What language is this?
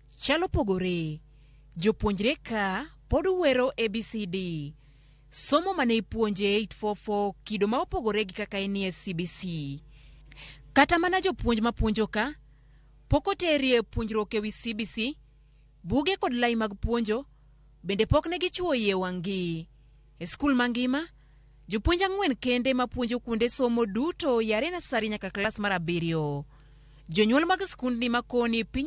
Luo (Kenya and Tanzania)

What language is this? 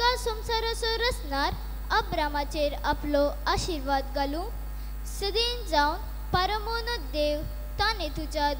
Konkani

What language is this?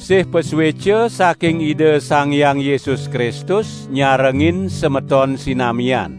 Balinese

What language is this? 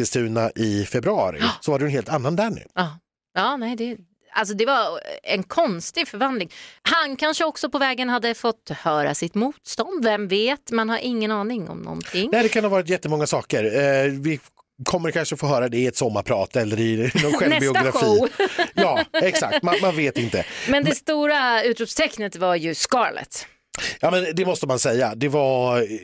Swedish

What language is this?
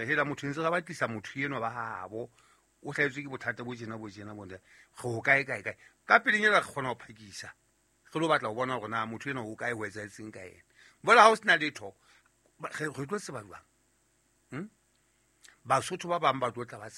Southern Sotho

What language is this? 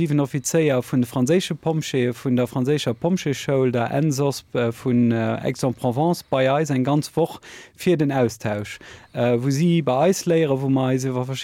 Luxembourgish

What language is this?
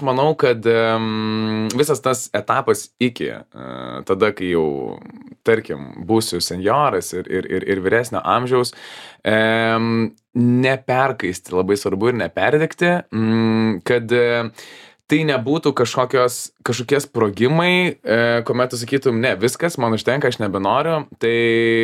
Lithuanian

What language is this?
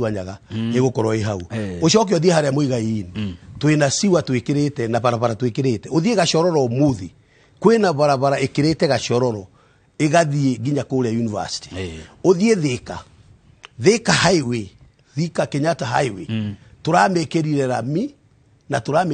Kikuyu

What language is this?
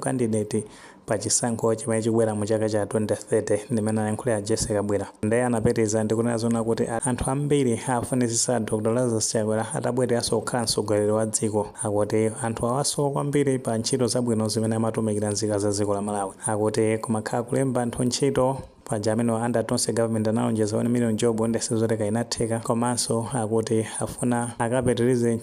Nyanja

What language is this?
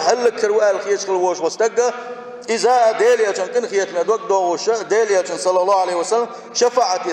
Chechen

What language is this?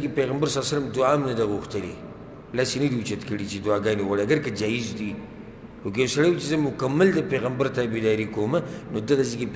Pashto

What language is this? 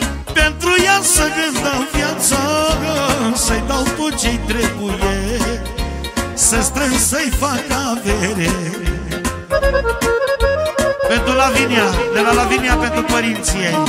Romanian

